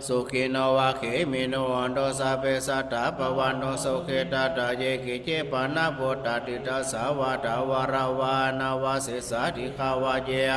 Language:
Pali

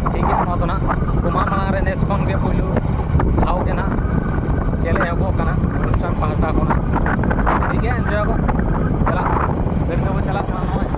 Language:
Santali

